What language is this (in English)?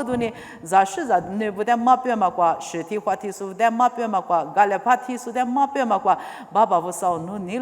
Lisu